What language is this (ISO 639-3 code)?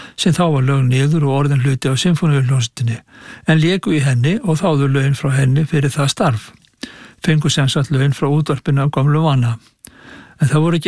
isl